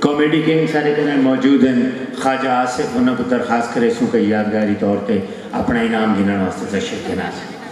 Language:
Saraiki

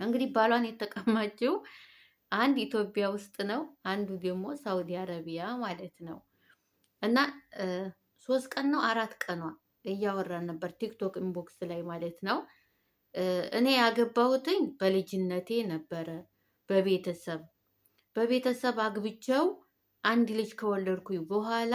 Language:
Amharic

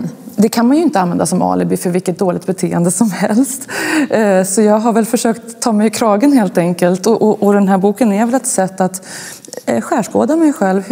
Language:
Swedish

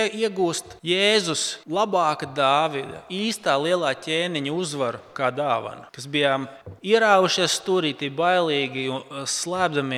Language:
Latvian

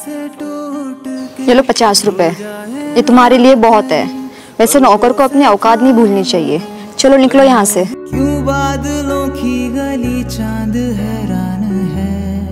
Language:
Hindi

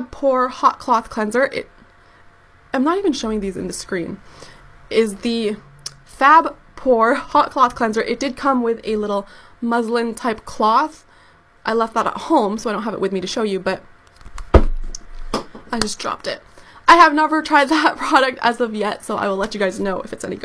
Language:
English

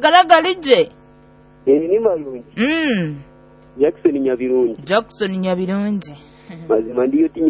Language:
Nyoro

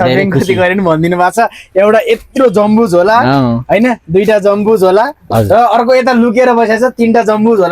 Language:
Nepali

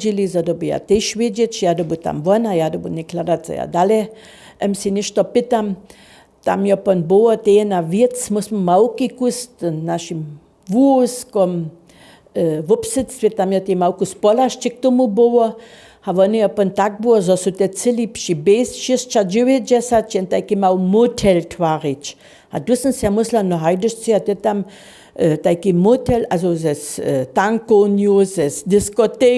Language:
Upper Sorbian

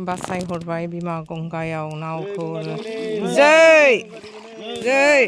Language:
Bodo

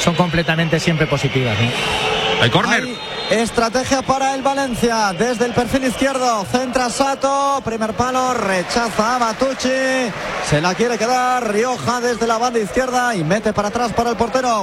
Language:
Spanish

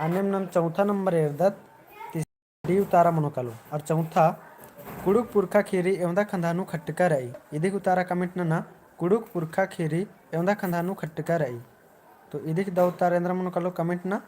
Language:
Kurukh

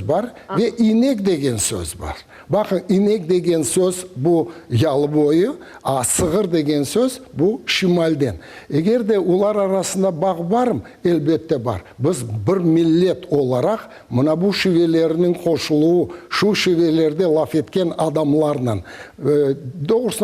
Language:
Crimean Tatar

